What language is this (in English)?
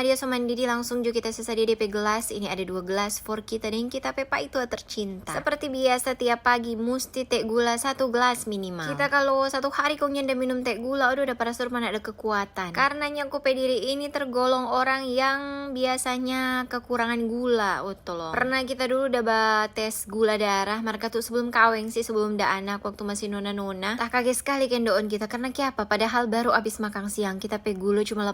Manado Malay